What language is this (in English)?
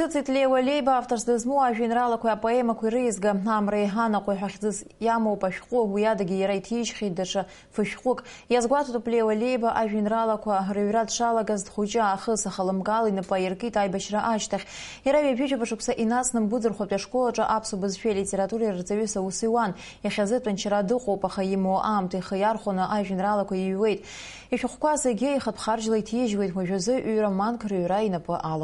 Abkhazian